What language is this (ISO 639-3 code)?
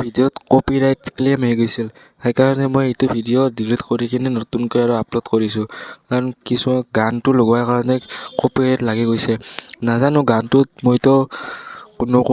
asm